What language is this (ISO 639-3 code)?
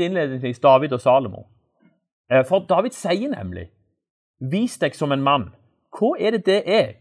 nor